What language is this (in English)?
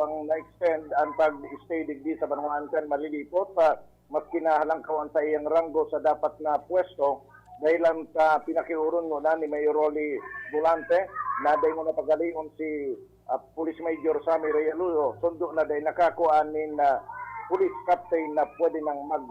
Bikol